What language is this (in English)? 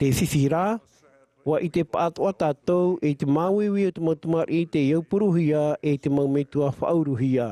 Tahitian